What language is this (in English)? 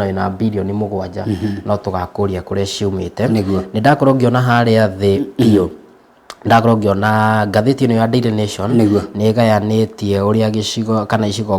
Kikuyu